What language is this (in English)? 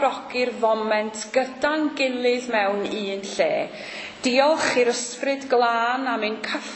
Welsh